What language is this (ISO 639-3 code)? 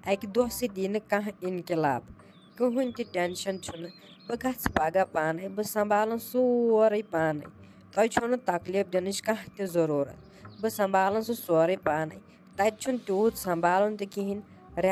kas